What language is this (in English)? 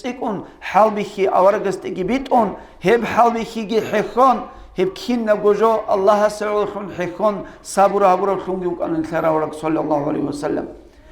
Avaric